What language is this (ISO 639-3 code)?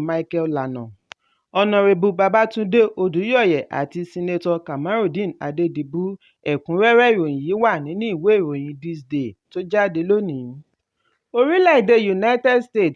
yor